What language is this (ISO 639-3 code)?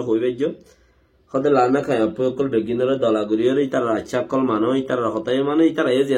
rhg